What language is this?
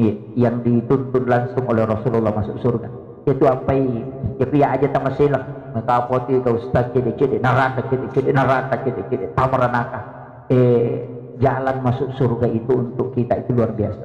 Buginese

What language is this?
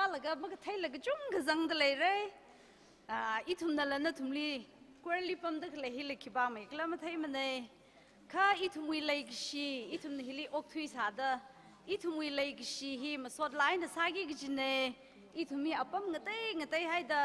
Tangkhul Naga (India)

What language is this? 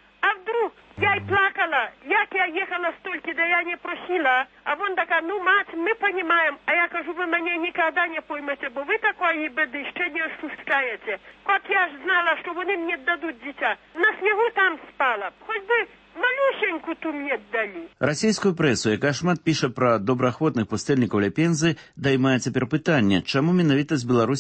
Belarusian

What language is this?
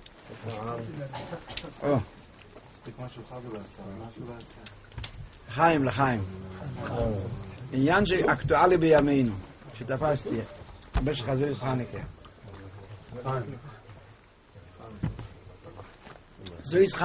Hebrew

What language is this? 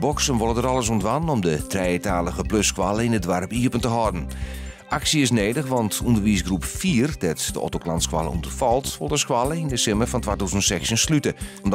Western Frisian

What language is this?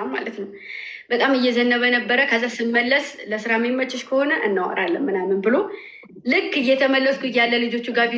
Amharic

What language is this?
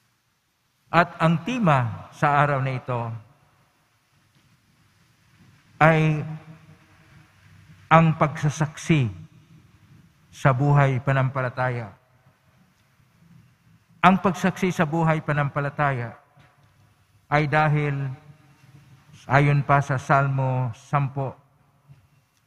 Filipino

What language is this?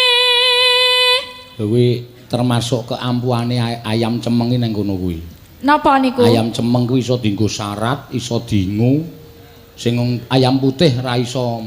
Javanese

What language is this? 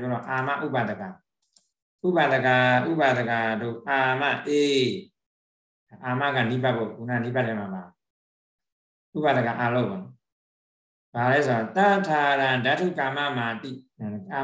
Burmese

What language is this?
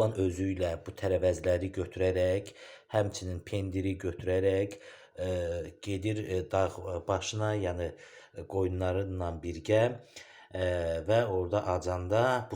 Azerbaijani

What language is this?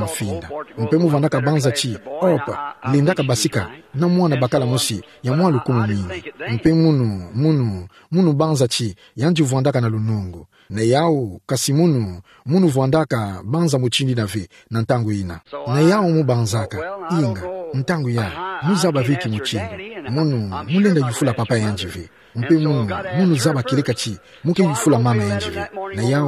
Kituba (Democratic Republic of Congo)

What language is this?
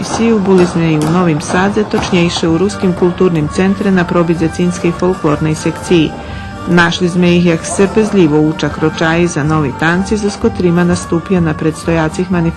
Rusyn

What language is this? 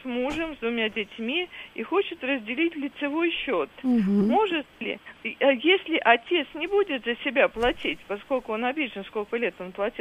Russian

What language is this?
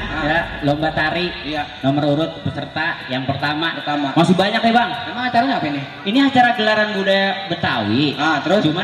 Betawi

